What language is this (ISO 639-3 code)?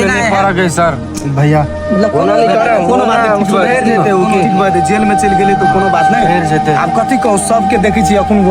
mai